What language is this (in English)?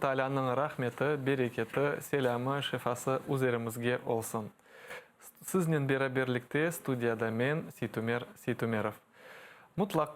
Crimean Tatar